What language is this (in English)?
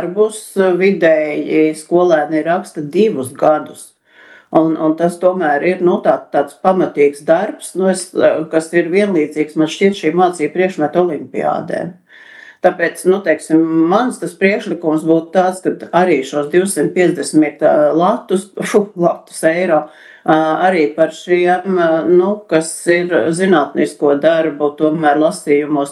Latvian